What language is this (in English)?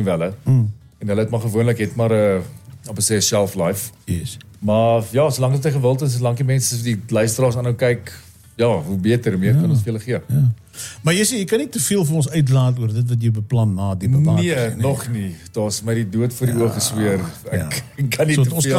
Afrikaans